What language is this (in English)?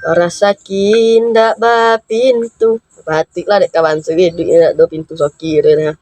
Minangkabau